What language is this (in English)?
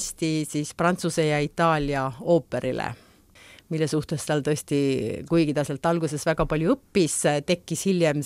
Estonian